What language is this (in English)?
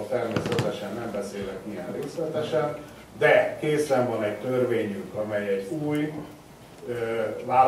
Hungarian